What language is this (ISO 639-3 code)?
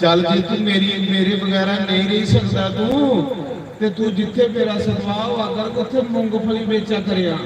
doi